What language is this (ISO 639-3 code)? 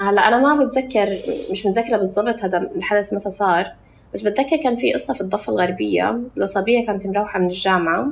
apc